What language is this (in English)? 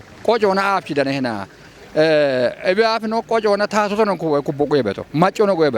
Kafa